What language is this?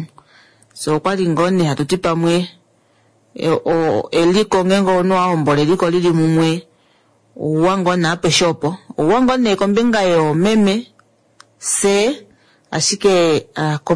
Kuanyama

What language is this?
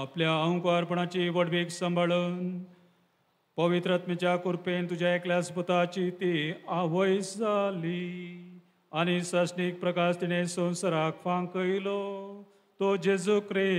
Konkani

